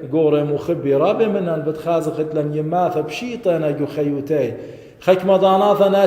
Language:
Assyrian Neo-Aramaic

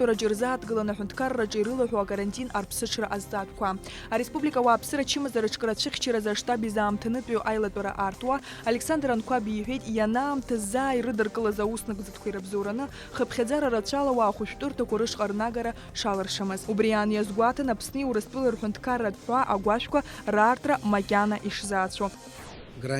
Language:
Abkhazian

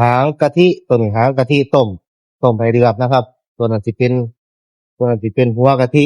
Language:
Northeastern Thai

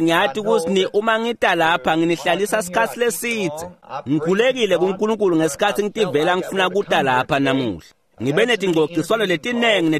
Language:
Swati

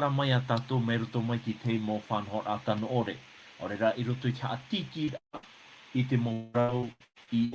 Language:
Tahitian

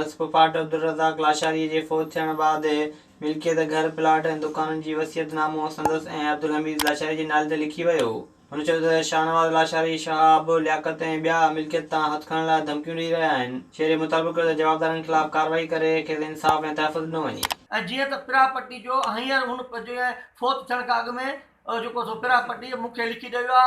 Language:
Sindhi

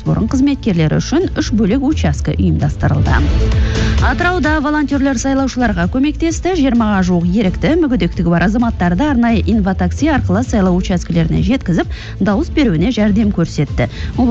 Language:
Kazakh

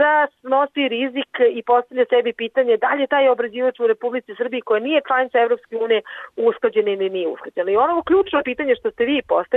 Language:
Serbian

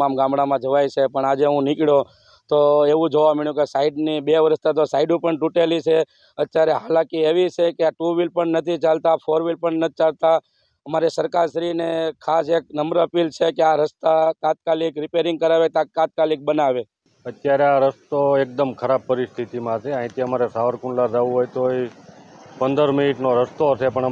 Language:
Gujarati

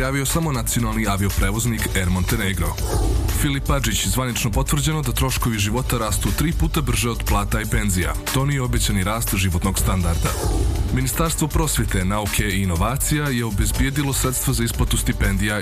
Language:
Serbian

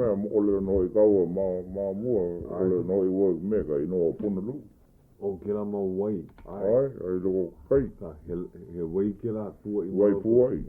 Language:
Hawaiian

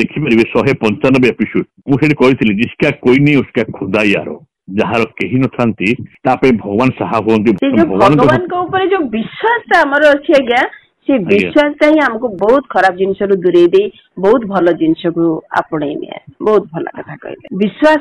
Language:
Odia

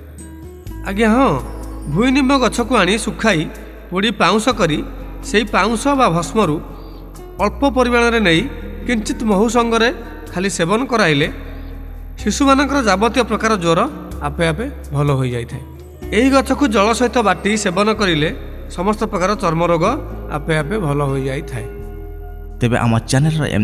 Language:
Odia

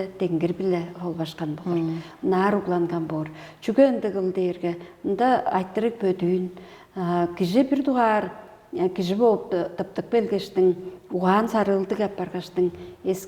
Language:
Tuvinian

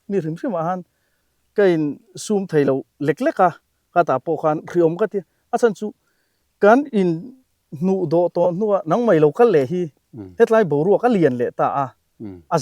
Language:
Mizo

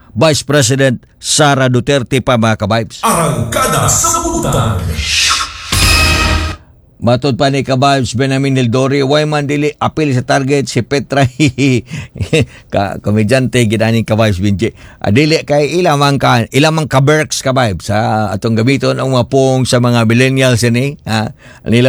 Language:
Cebuano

